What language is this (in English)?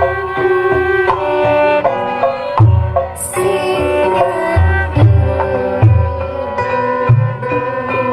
Sundanese